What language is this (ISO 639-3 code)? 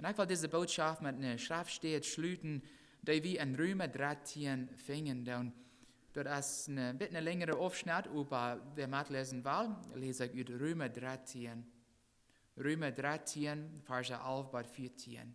pdt